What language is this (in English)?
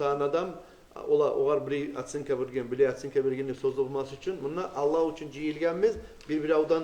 Kumyk